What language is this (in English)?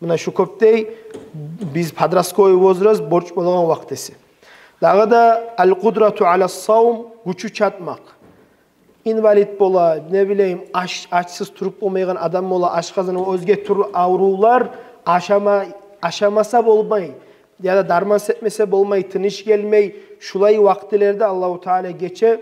Kumyk